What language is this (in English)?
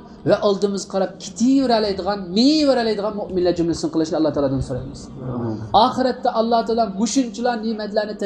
Uyghur